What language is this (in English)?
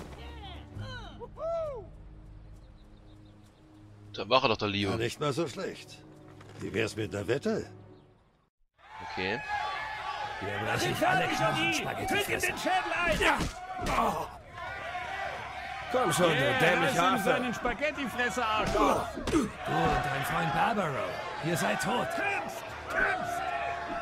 German